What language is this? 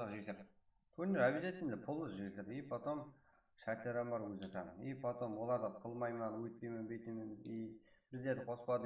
Kara-Kalpak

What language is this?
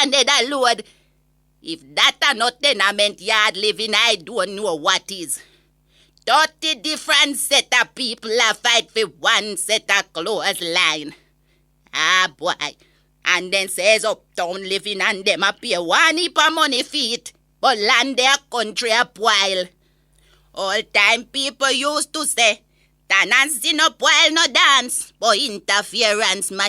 Jamaican Creole English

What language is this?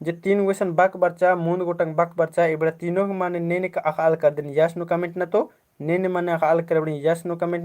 Kurukh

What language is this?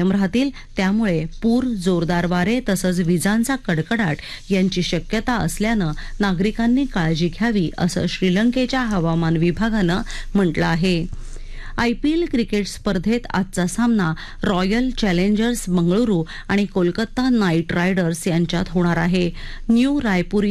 Marathi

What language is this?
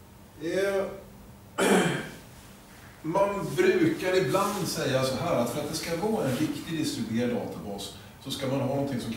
Swedish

